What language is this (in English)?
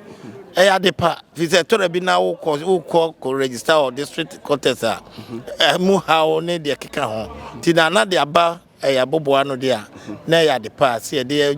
Akan